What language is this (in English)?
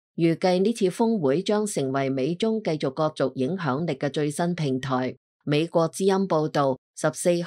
Cantonese